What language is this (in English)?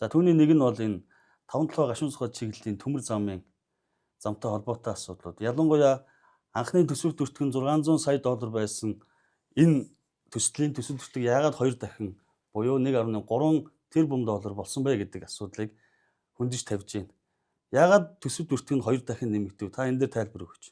Mongolian